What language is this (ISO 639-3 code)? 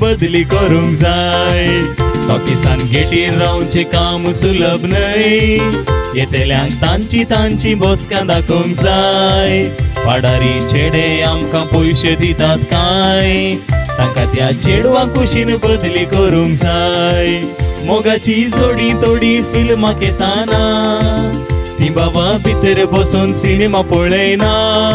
kok